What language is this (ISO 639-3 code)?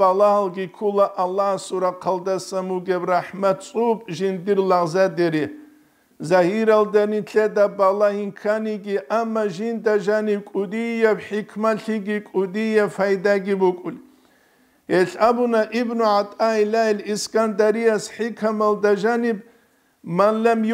ava